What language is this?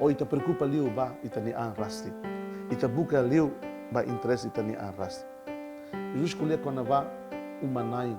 Tetum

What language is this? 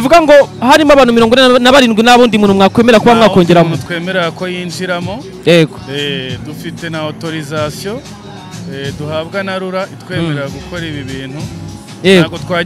Kinyarwanda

